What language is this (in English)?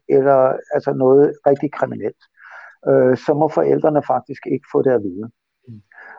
Danish